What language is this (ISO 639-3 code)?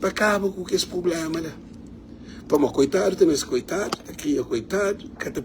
kea